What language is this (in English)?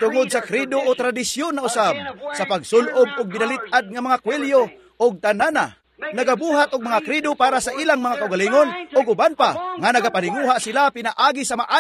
Cebuano